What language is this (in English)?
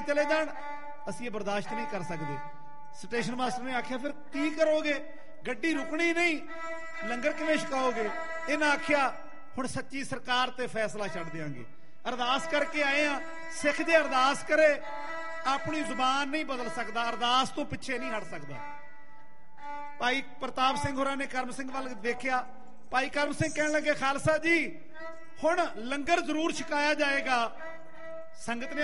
Punjabi